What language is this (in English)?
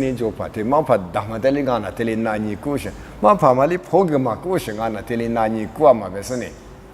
Lisu